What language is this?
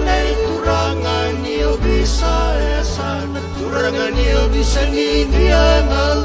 Fijian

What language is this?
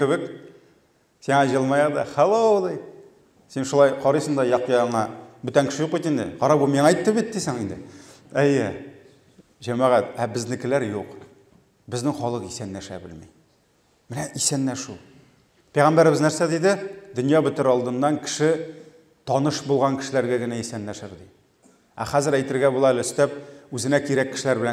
Tatar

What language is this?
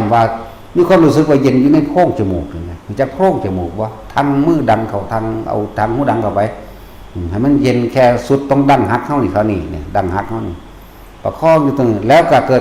Northeastern Thai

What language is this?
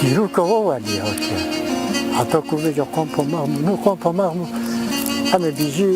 Kurdish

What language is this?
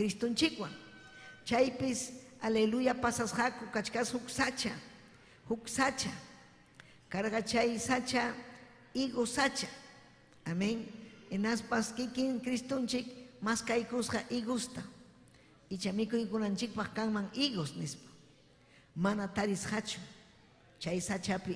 Ayacucho Quechua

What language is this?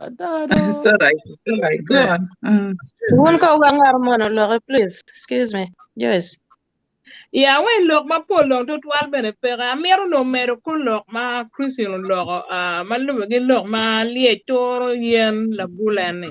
Acoli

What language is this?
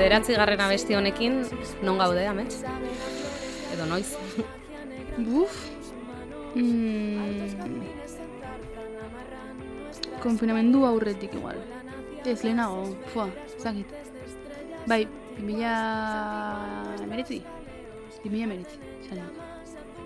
Basque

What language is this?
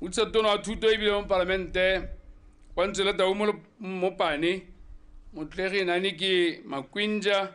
Tswana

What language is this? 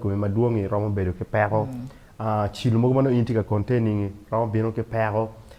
Acoli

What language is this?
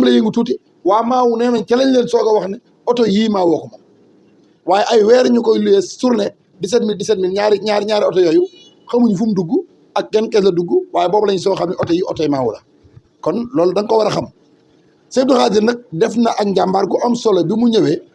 Wolof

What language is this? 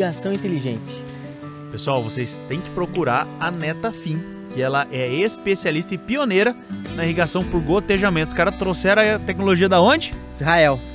Portuguese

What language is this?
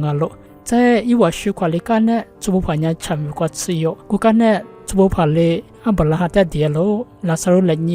Lisu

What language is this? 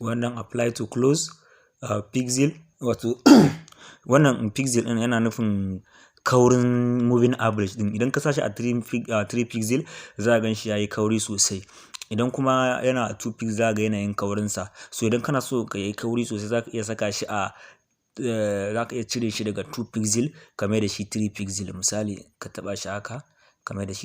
Hausa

